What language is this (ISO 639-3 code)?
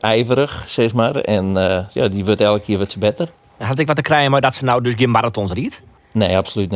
fry